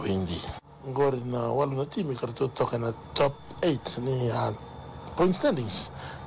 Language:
Fijian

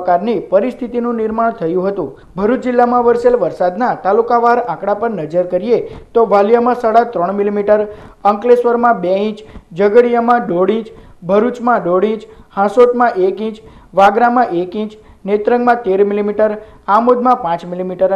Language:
Gujarati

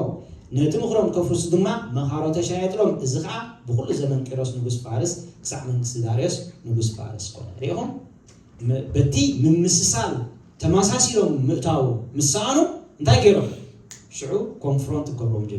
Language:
Tigrinya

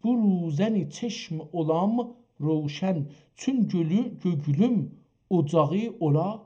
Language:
South Azerbaijani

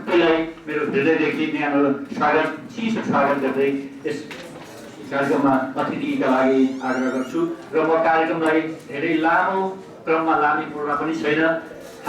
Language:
Nepali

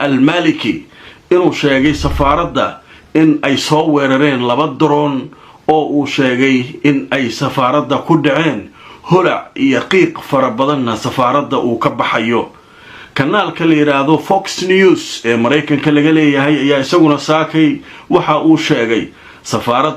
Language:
Somali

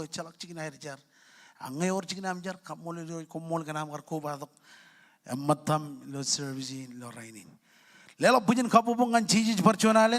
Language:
Marshallese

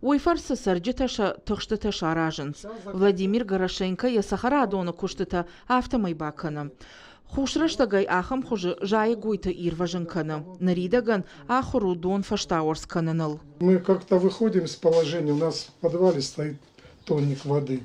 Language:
Ossetic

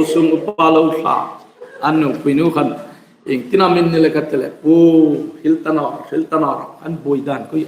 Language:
Hmar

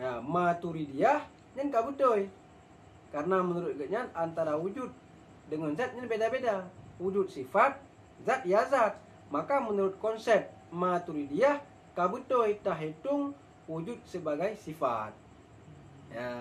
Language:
Achinese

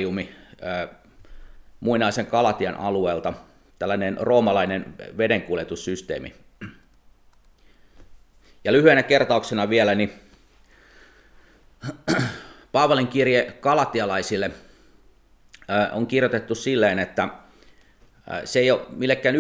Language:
Finnish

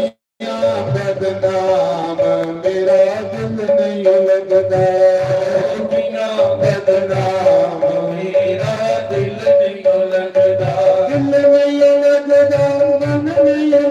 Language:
Dogri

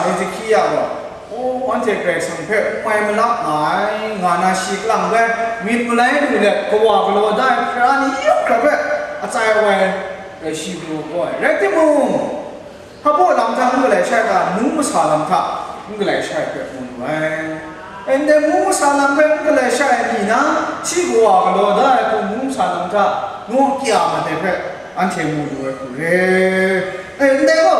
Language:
Kachin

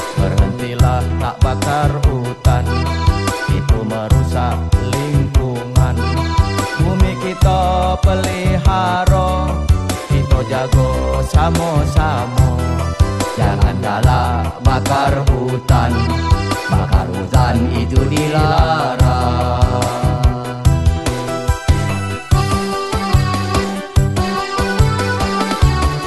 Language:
Malay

